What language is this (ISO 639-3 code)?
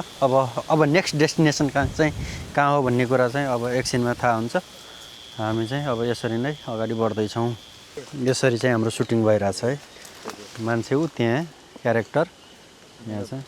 nep